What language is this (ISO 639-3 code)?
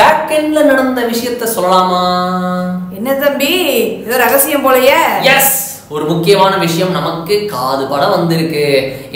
tam